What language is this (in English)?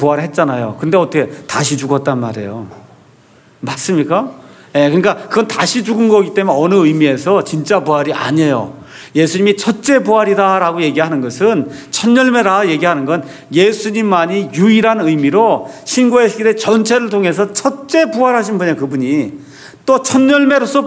Korean